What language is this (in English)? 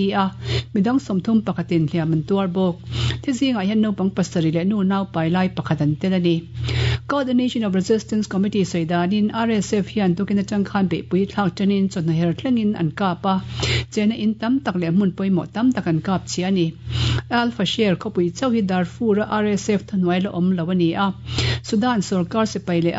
Mizo